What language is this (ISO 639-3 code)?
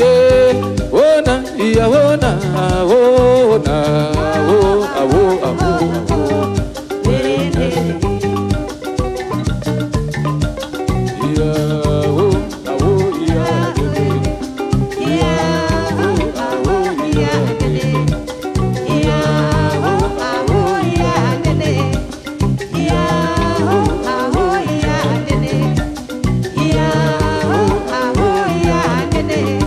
sna